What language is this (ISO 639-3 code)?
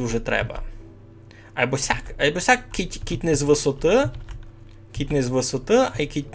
rue